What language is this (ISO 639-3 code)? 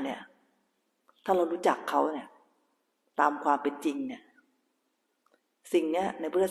tha